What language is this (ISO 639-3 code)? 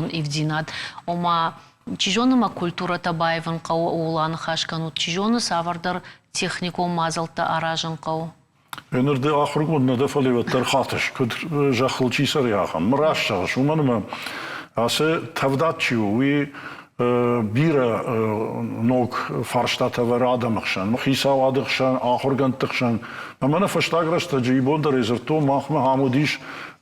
oss